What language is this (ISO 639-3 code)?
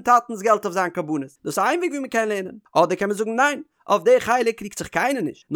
yid